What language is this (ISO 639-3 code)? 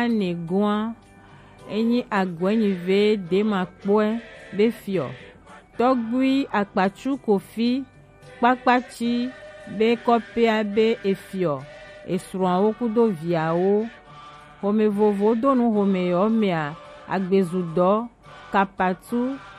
gej